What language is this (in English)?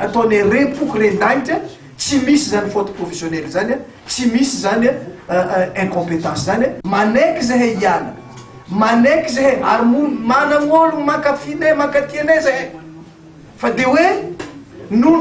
Malagasy